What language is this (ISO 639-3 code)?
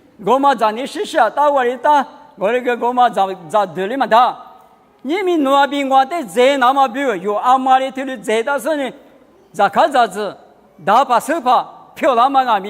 lis